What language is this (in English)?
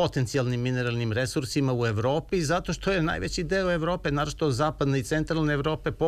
Serbian